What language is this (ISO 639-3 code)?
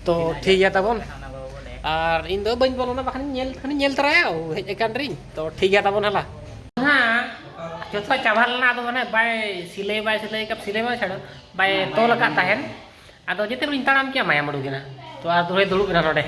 sat